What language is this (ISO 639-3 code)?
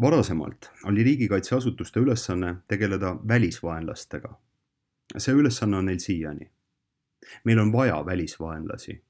est